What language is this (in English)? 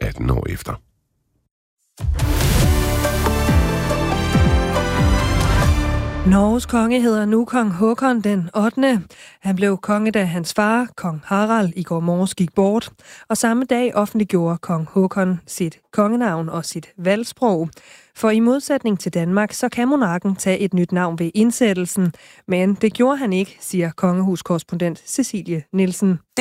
Danish